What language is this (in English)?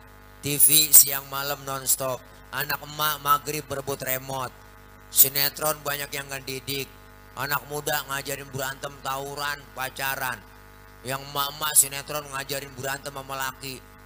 Betawi